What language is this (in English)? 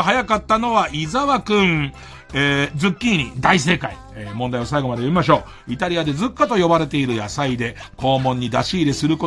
Japanese